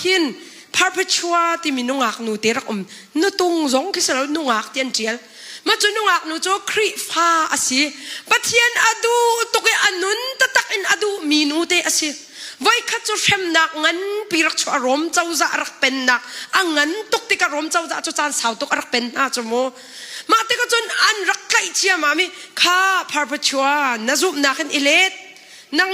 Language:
Hakha Chin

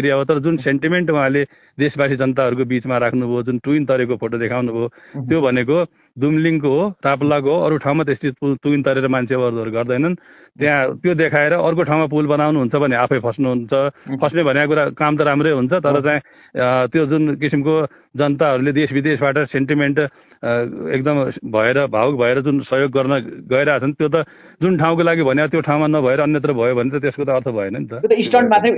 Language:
Nepali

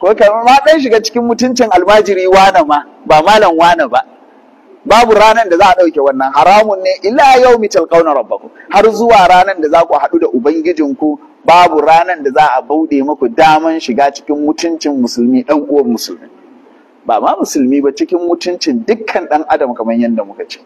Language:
Hausa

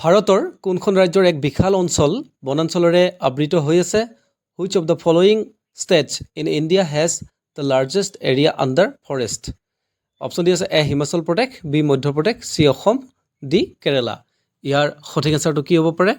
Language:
Assamese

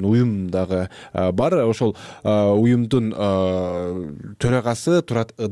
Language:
Kyrgyz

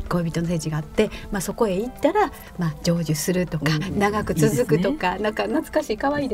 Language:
Japanese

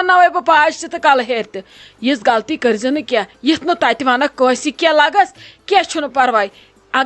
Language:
Kashmiri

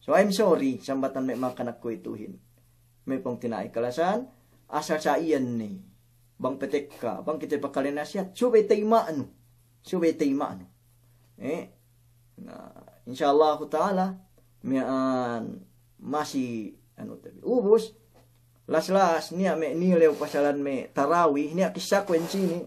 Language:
Yakan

